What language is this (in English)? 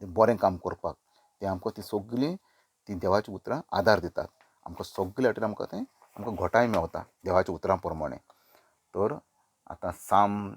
Konkani